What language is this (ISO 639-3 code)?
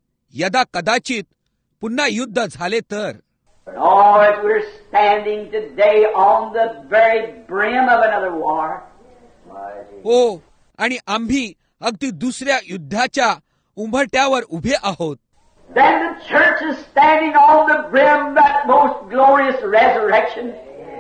mar